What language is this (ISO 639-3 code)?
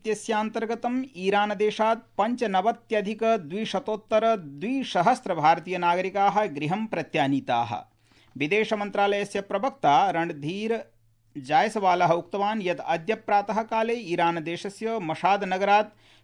san